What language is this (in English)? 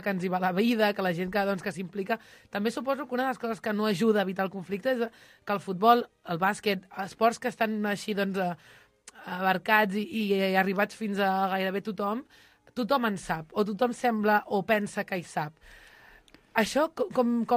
Catalan